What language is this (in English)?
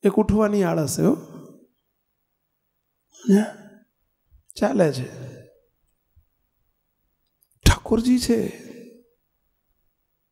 Gujarati